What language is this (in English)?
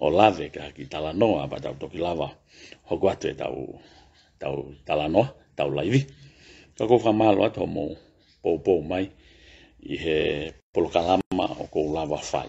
Tongan